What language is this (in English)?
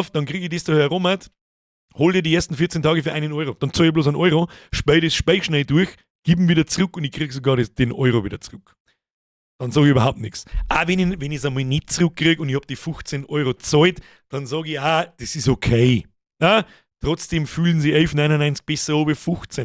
Bavarian